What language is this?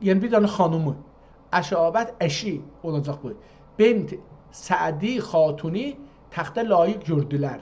South Azerbaijani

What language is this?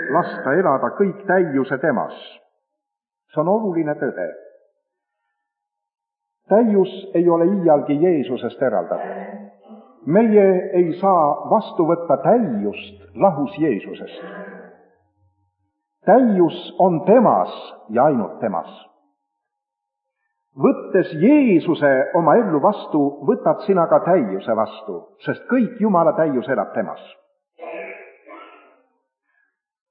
Estonian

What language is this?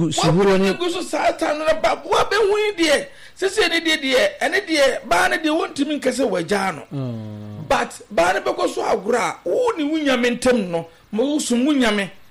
Akan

